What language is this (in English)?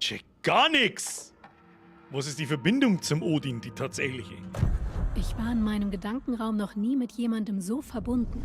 Bavarian